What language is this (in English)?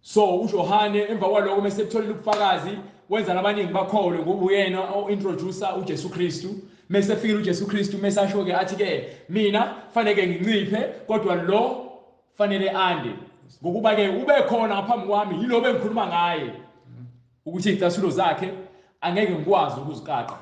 Zulu